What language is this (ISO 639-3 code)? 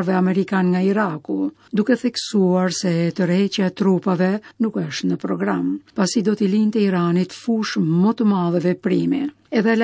sqi